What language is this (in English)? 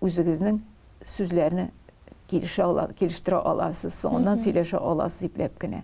Tatar